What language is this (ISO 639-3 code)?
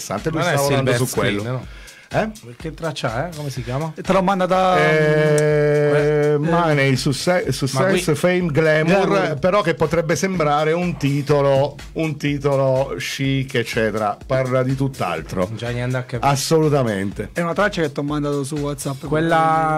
ita